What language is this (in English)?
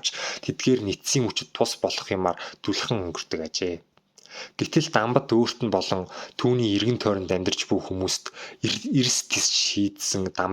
Mongolian